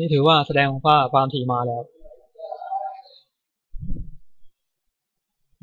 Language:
Thai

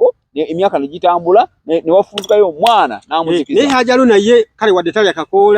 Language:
Ganda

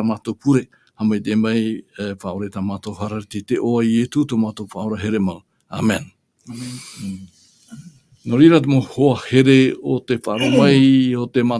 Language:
Tahitian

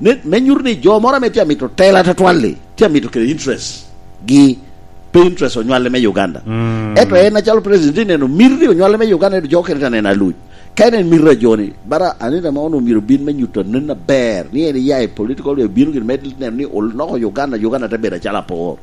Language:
Lango (Uganda)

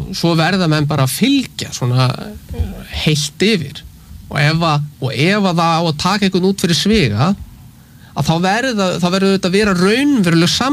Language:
Icelandic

